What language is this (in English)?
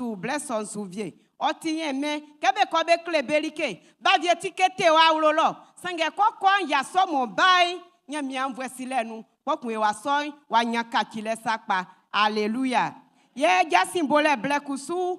Baoulé